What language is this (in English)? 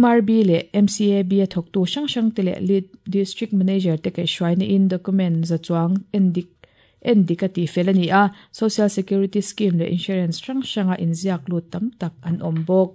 Mizo